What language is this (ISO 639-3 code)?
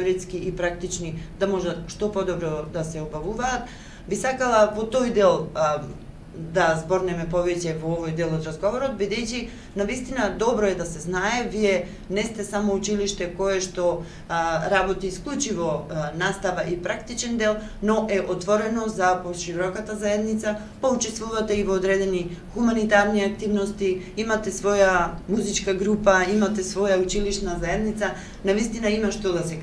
mkd